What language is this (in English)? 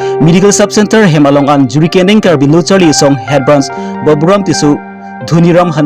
Karbi